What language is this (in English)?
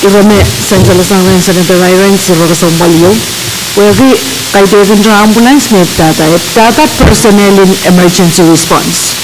Pohnpeian